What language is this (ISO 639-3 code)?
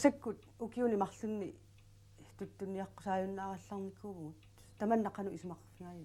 kal